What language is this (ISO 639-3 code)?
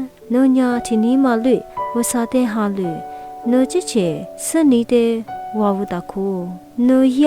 lis